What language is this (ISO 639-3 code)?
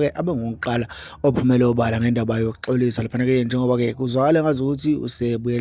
zul